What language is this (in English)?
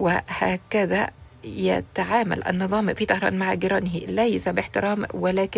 Arabic